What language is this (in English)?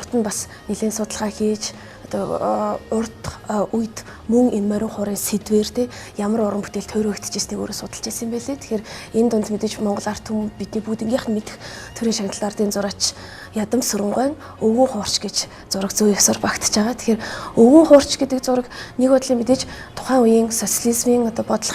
Mongolian